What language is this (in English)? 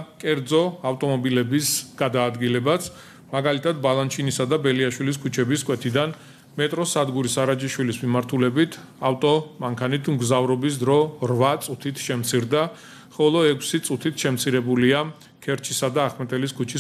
Georgian